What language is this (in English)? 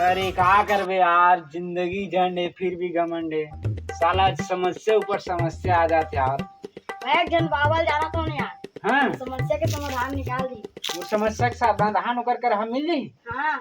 Chhattisgarhi